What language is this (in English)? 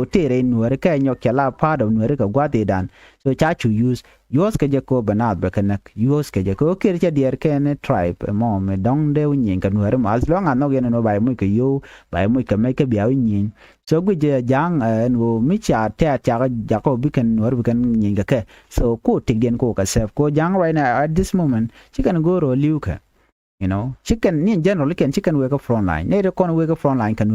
Nuer